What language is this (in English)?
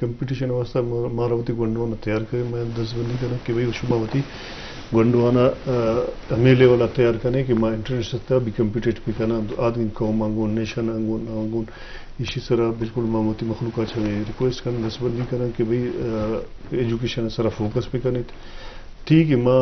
Eastern Balochi